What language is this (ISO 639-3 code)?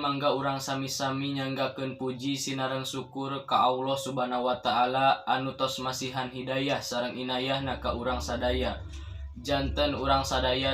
sun